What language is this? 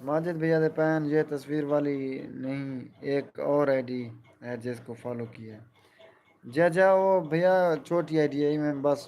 Saraiki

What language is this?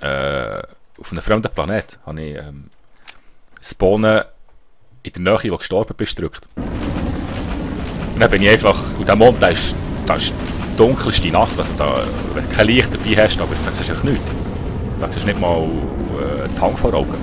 Swiss German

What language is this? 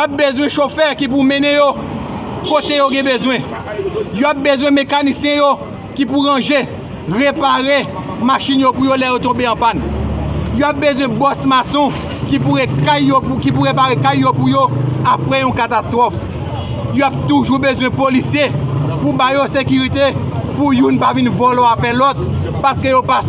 Haitian Creole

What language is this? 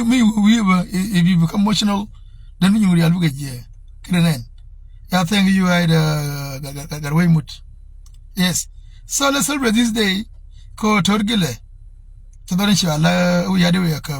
Nuer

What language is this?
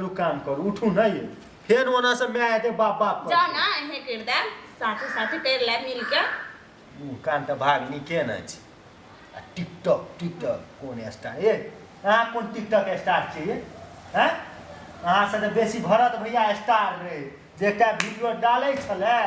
Maithili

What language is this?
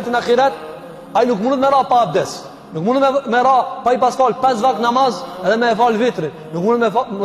Albanian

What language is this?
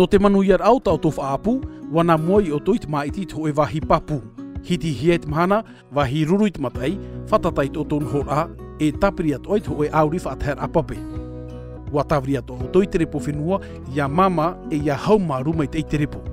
Tahitian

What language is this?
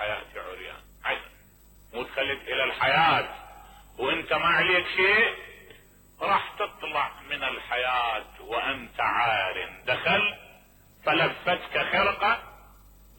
Mesopotamian Arabic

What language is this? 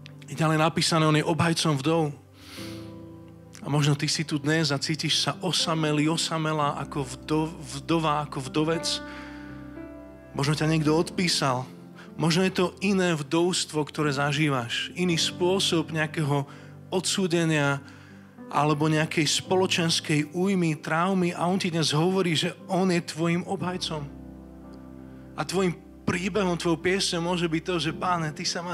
Slovak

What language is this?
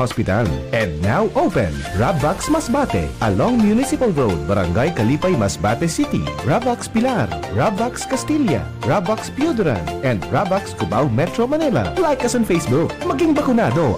Bikol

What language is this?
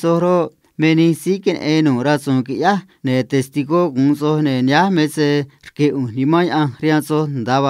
Copala Triqui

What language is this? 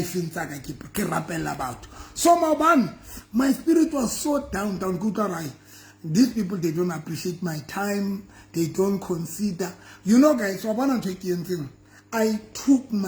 Southern Sotho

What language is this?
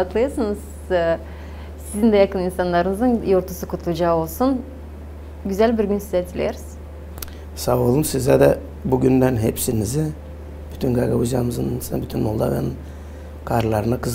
Gagauz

